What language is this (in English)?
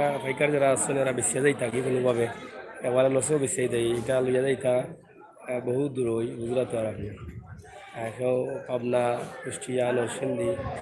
Sylheti